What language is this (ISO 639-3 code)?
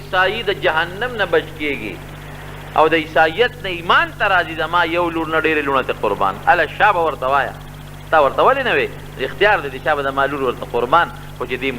pus